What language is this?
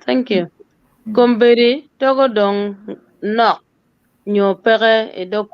Acoli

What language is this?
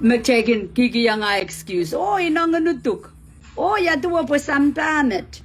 Pohnpeian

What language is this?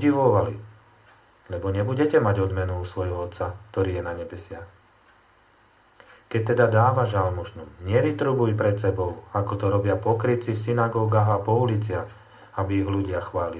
Slovak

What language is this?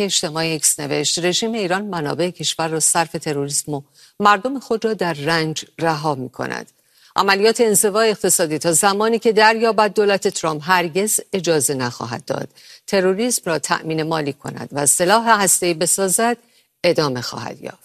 Persian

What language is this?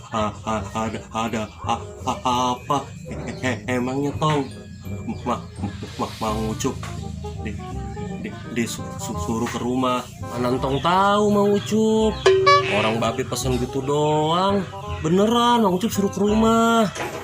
Betawi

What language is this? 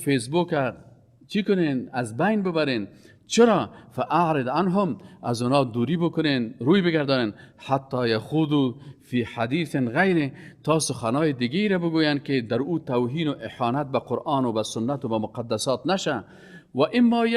Persian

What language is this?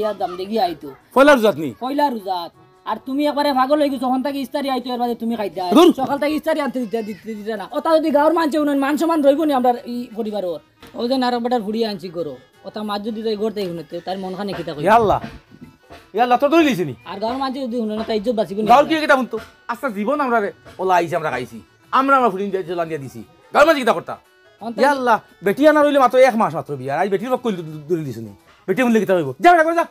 Sylheti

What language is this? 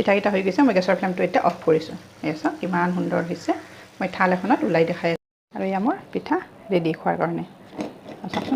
Assamese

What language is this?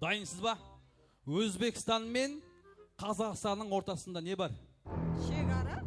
Kara-Kalpak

